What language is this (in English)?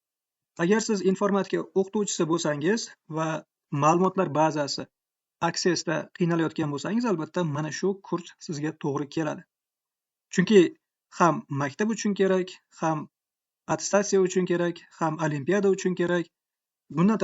Uzbek